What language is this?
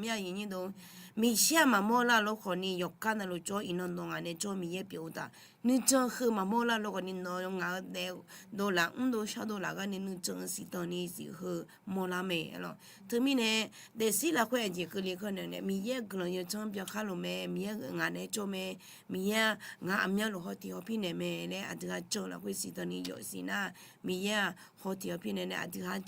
Akha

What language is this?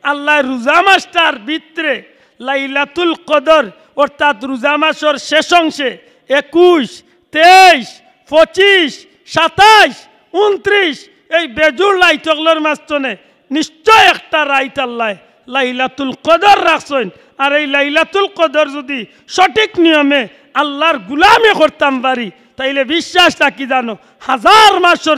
Sylheti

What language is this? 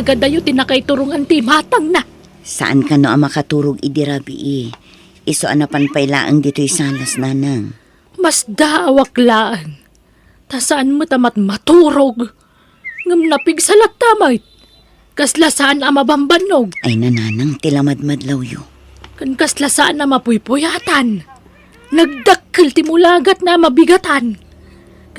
Iloko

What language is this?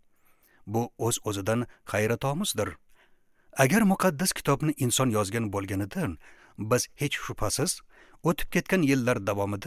Uzbek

